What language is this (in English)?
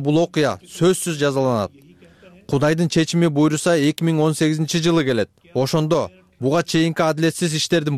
Kyrgyz